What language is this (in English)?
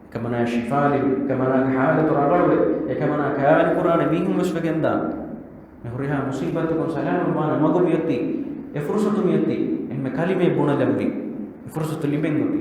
Divehi